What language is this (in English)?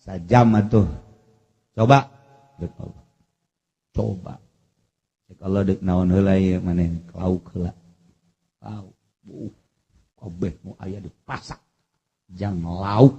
Sundanese